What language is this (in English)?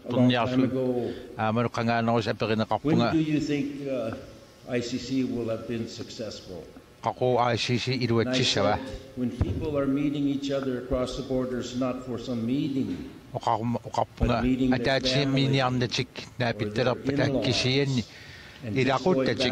Kalaallisut